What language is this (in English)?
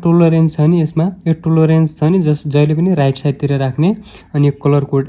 Nepali